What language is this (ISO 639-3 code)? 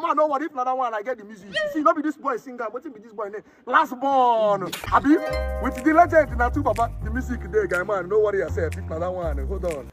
pcm